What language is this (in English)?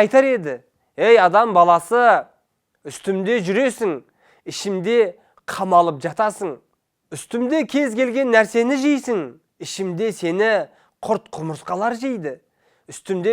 Kazakh